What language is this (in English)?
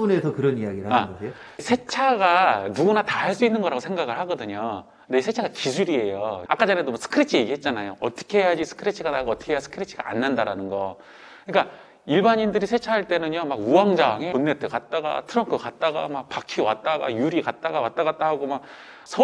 Korean